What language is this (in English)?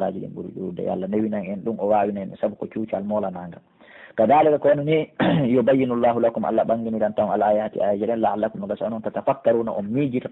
Pular